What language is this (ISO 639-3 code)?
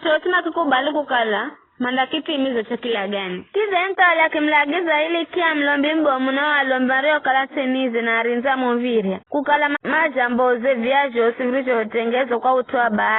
nyf